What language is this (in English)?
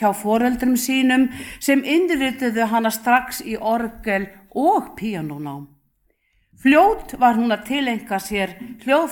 Icelandic